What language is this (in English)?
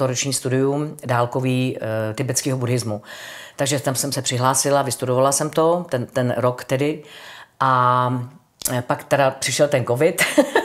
Czech